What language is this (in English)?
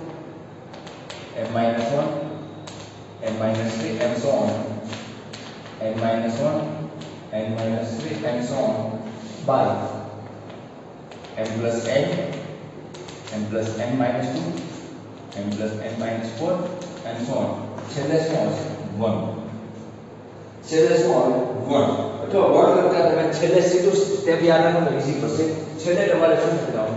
Gujarati